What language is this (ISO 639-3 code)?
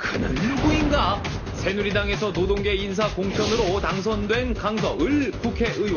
kor